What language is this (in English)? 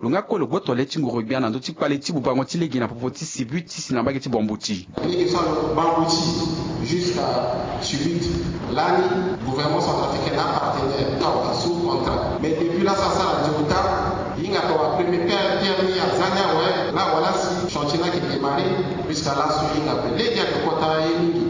Sango